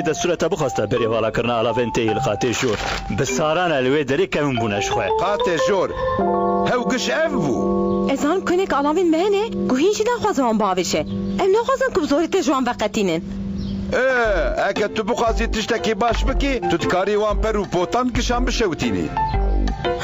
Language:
Kurdish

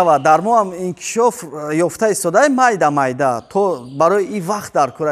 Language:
Tajik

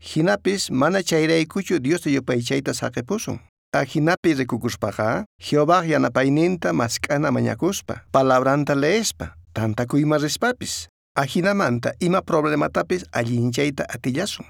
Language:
South Bolivian Quechua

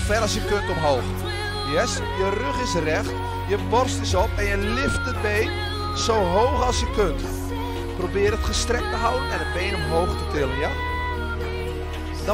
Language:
Dutch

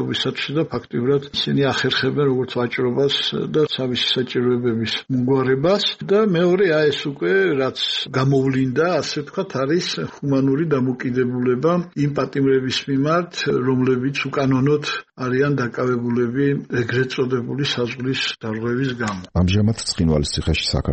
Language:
Georgian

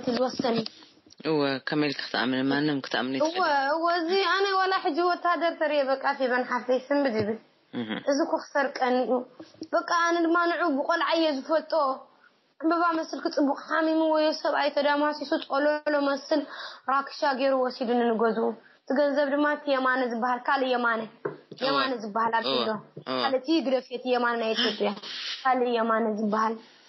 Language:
Tigrinya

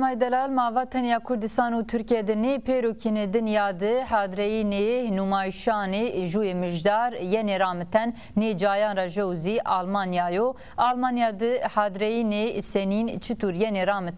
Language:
Zaza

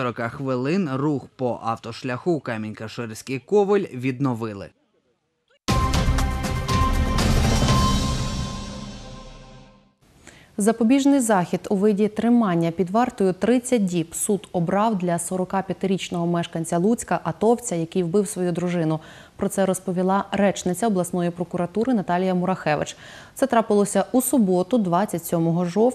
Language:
Ukrainian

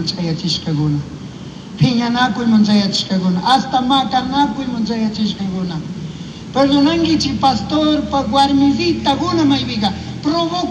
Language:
Chimborazo Highland Quichua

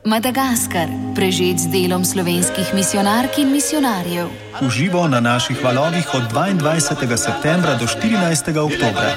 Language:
Slovenian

